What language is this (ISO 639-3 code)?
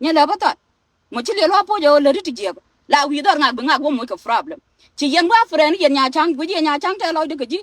nus